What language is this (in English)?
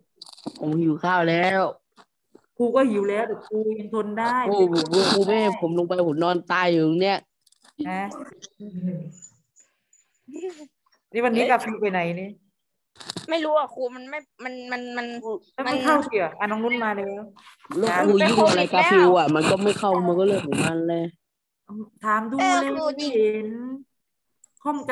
Thai